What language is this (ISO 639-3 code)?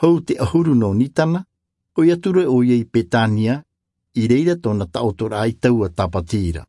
tah